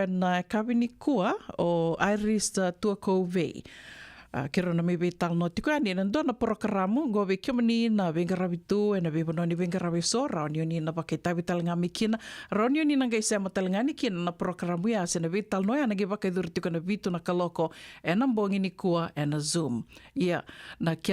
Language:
Fijian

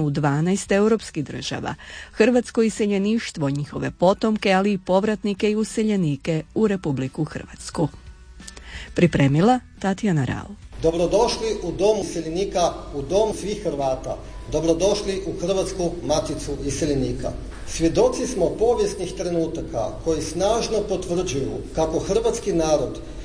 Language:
Croatian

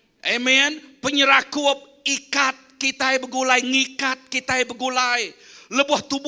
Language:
Iban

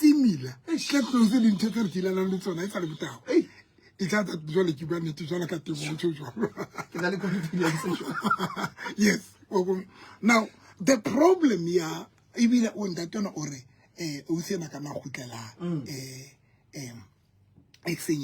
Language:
Southern Sotho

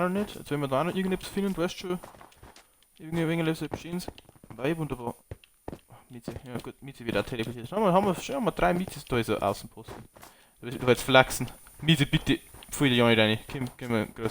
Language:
Bavarian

